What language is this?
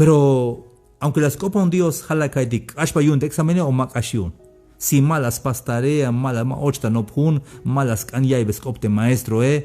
Tzeltal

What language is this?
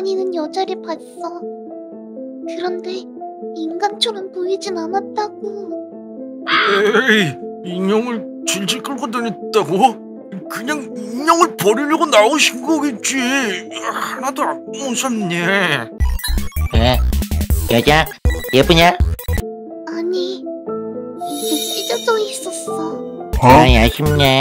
Korean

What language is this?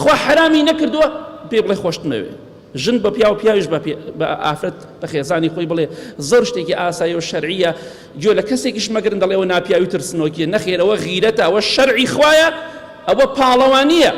Central Kurdish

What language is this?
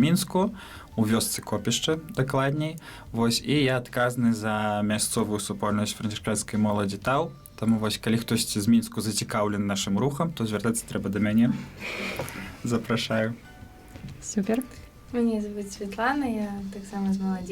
Belarusian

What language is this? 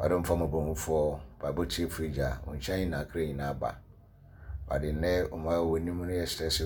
Akan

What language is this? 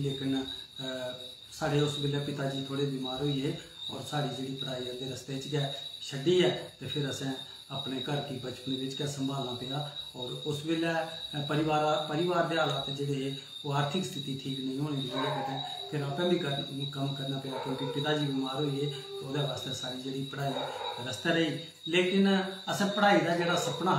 Dogri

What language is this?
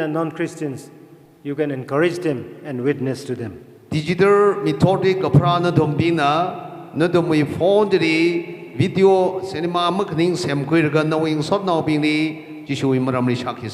Tangkhul Naga (India)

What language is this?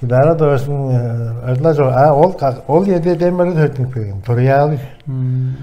Tuvinian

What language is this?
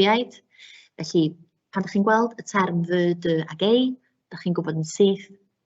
Welsh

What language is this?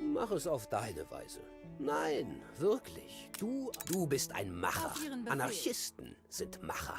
Bavarian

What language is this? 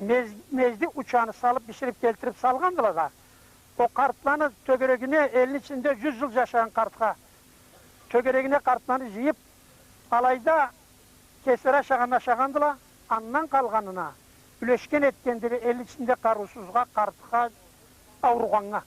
Karachay-Balkar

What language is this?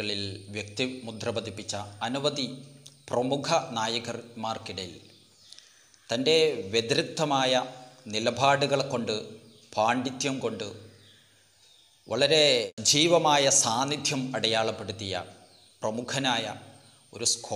Malayalam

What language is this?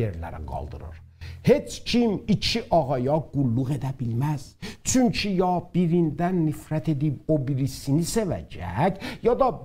South Azerbaijani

